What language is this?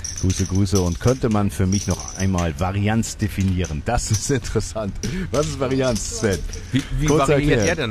German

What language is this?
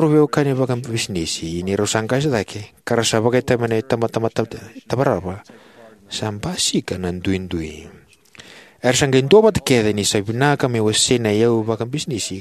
Fijian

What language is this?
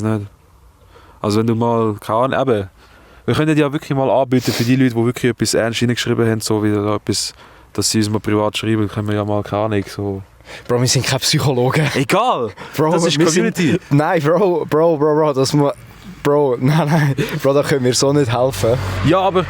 Swiss German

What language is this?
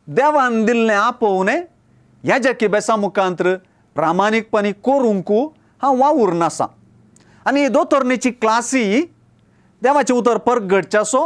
Konkani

